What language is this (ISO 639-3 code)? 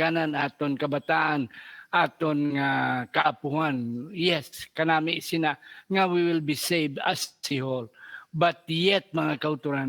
hil